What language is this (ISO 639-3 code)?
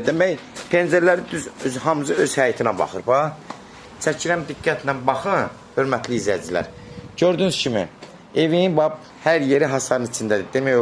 aze